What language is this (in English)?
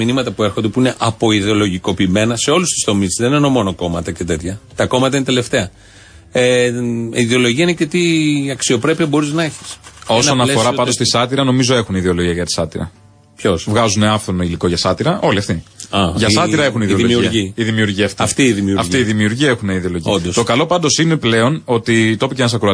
Greek